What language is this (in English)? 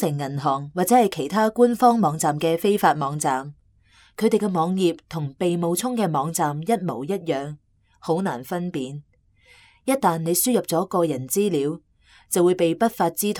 Cantonese